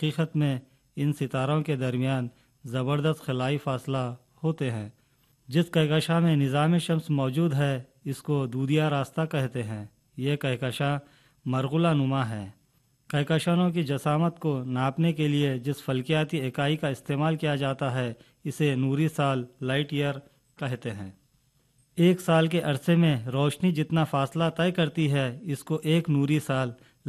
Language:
Urdu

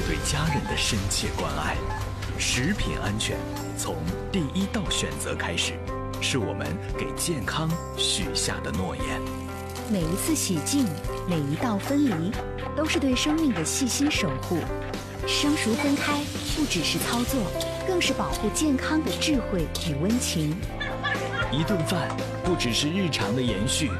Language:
Chinese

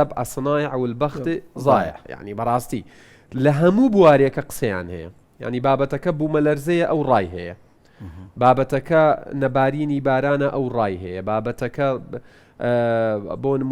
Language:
Central Kurdish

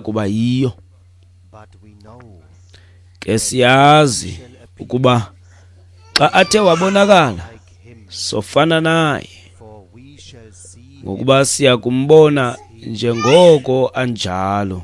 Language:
Xhosa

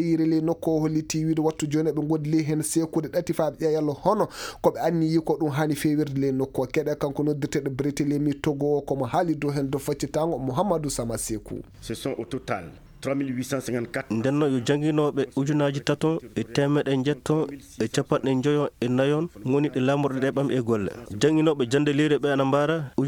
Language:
Fula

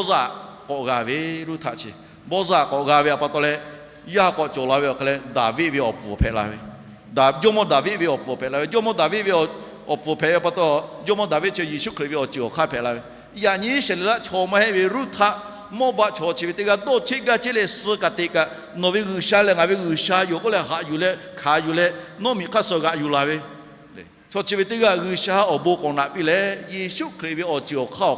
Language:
Lahu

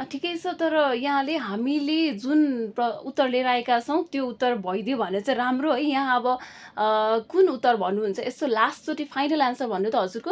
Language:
Nepali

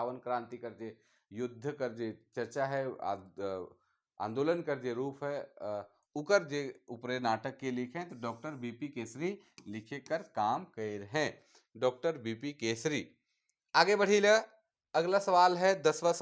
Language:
Sadri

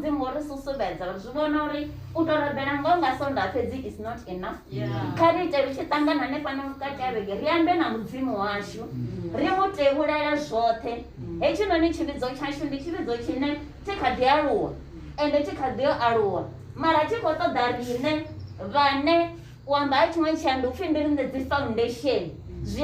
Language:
Venda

